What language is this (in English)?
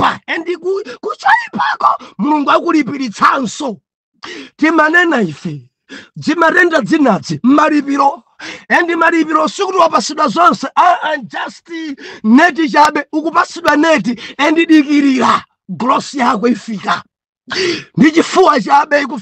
Nyanja